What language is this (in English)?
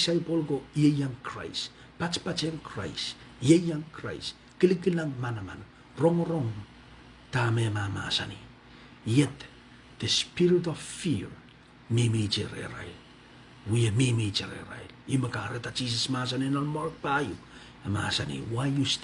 Pohnpeian